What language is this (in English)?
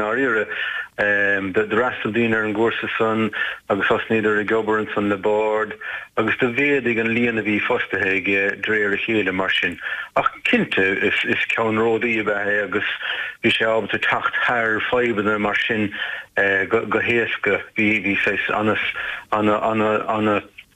Irish